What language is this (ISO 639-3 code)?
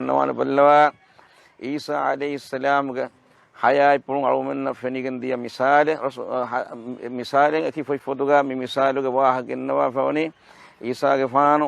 div